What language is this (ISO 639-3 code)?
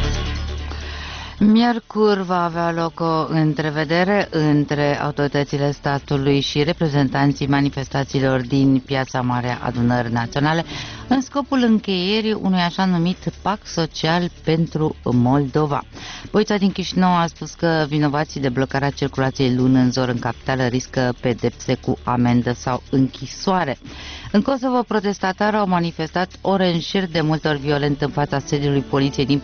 ron